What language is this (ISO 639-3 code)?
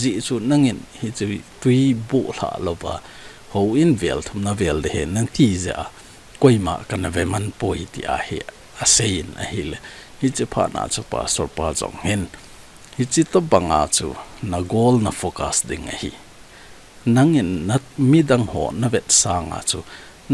tcz